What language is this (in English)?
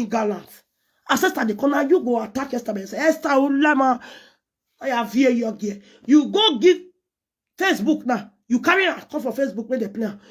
Nigerian Pidgin